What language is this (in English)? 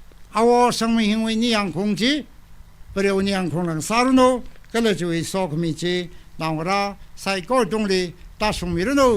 Tangkhul Naga (India)